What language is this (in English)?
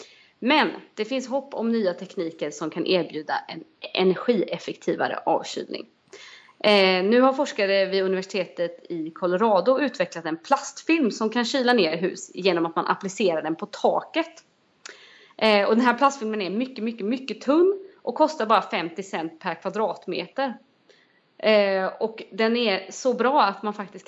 Swedish